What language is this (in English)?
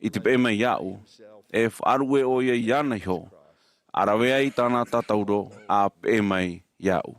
Tahitian